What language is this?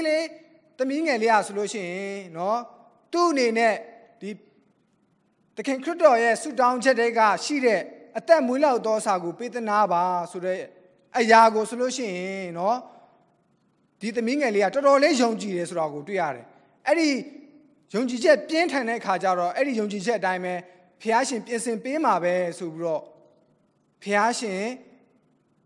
Burmese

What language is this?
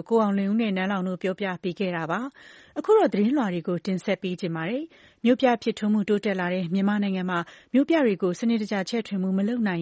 Burmese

